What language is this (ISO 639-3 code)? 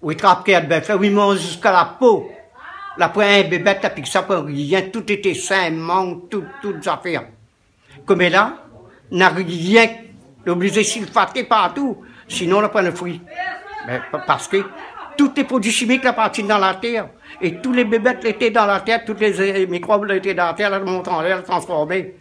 rcf